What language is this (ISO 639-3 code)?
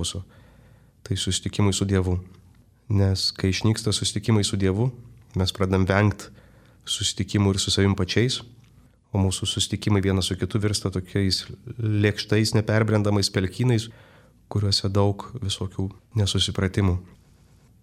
lit